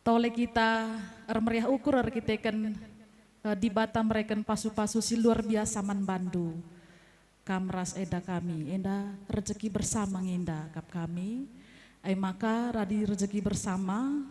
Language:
Batak Karo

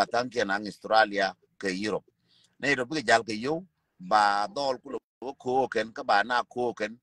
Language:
Nuer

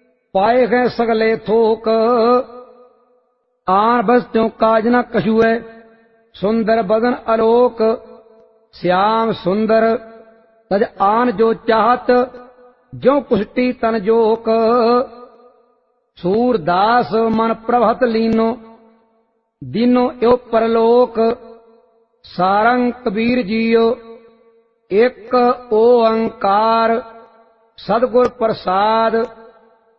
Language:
Punjabi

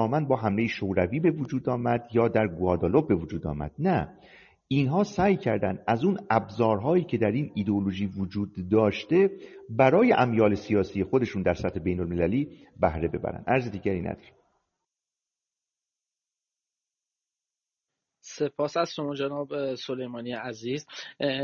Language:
Persian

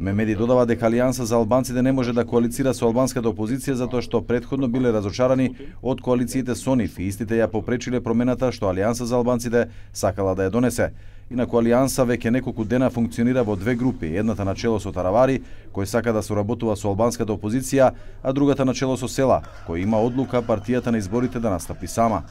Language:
Macedonian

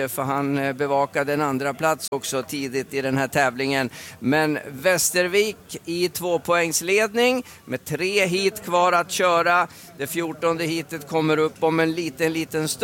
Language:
Swedish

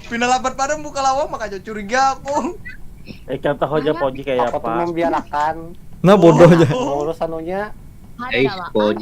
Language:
Banjar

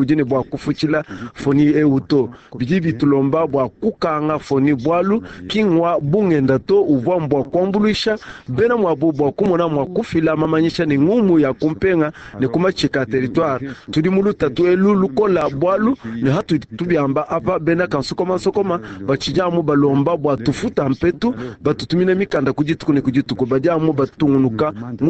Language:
Luba-Lulua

